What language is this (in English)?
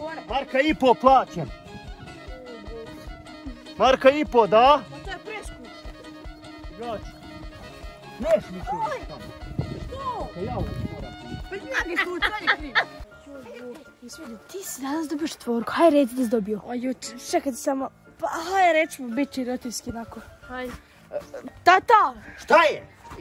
Croatian